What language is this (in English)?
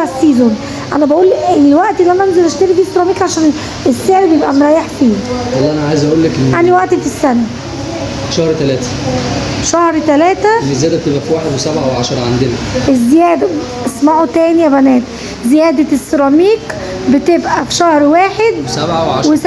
Egyptian Arabic